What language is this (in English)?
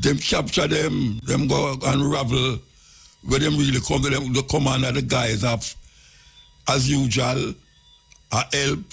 Jamaican Creole English